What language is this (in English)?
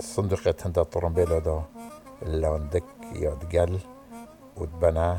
Kurdish